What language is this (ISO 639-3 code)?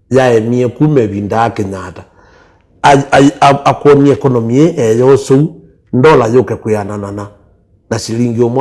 kam